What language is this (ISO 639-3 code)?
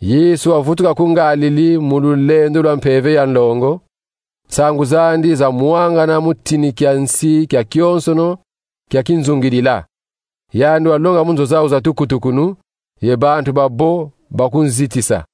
kon